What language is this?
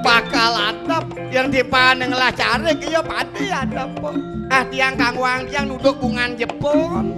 Balinese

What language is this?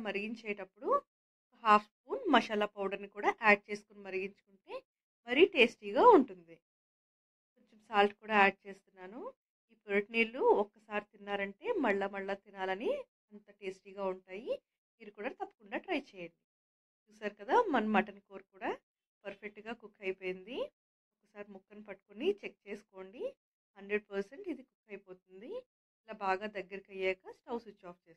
Telugu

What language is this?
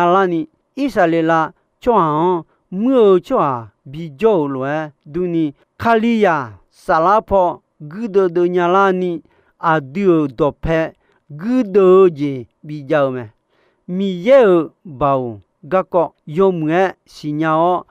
Akha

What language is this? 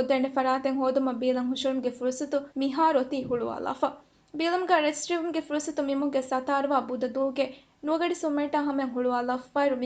Divehi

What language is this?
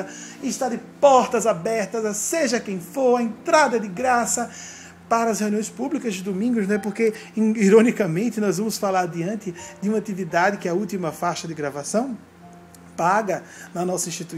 Portuguese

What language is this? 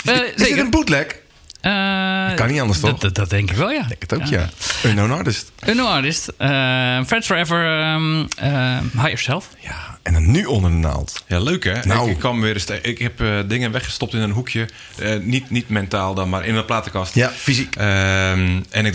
Dutch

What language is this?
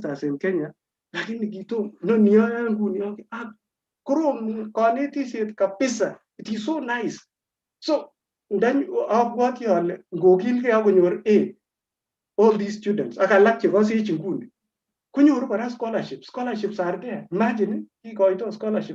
Kalenjin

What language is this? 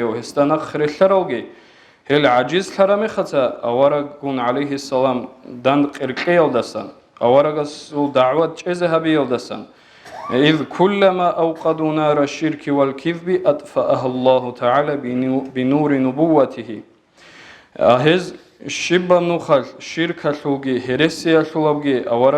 Avaric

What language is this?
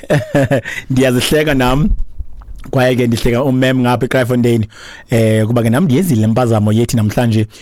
Xhosa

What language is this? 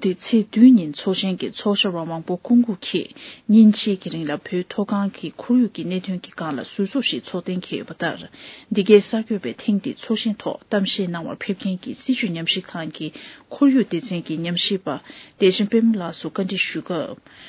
Tibetan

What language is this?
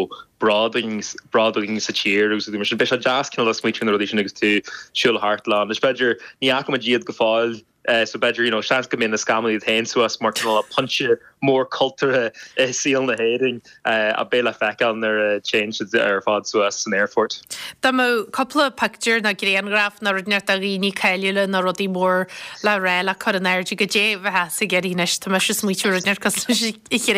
Irish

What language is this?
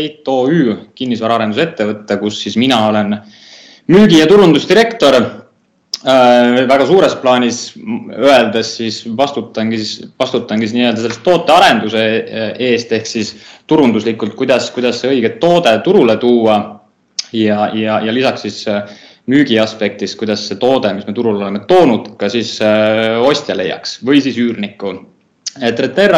Estonian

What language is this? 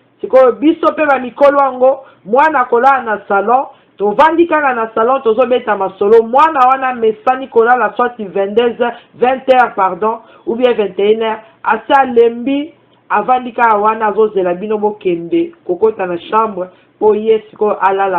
Lingala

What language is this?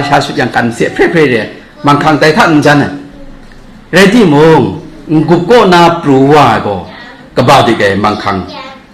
Kachin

